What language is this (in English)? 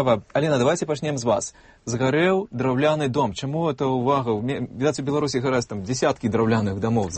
Belarusian